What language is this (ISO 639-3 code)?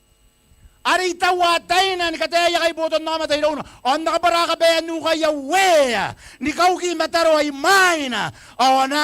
gil